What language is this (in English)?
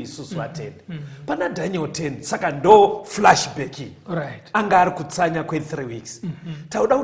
Shona